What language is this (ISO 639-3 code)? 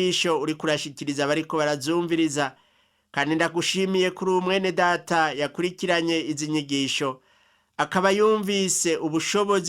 run